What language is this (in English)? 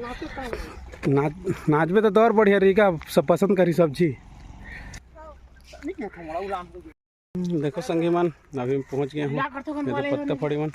Chhattisgarhi